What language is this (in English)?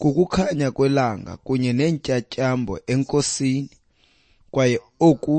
Xhosa